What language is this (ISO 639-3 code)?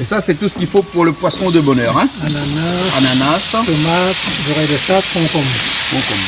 rcf